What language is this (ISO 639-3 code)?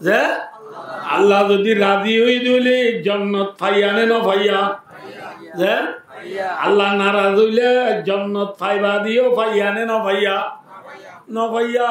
rhg